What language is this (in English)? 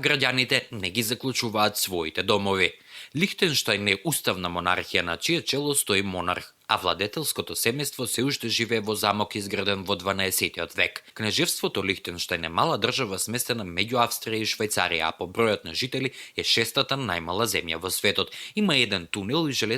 Macedonian